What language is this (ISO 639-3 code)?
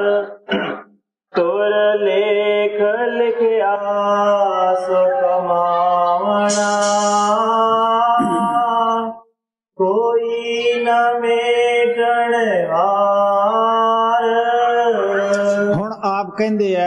pan